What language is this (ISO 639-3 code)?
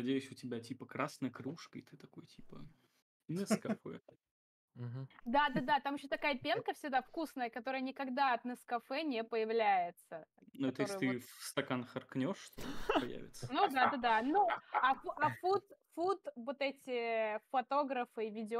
rus